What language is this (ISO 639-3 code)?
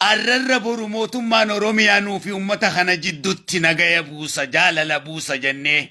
orm